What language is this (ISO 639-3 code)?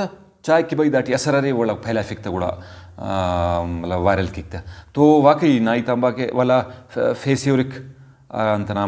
brh